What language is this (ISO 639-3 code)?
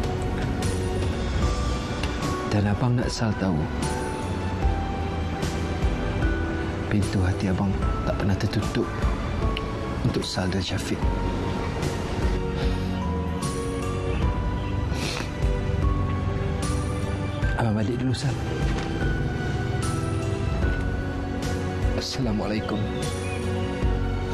msa